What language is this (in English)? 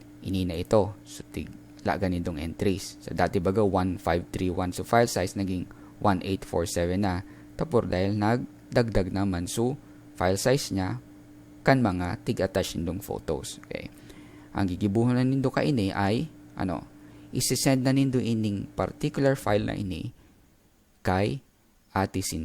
Bikol